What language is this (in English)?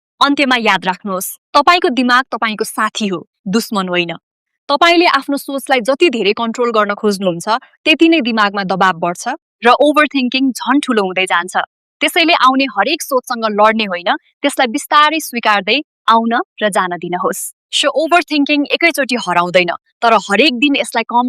Nepali